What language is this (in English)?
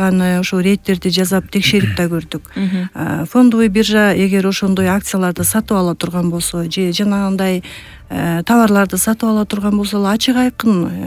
Kyrgyz